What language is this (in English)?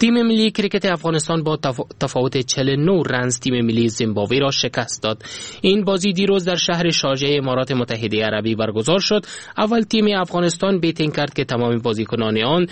Persian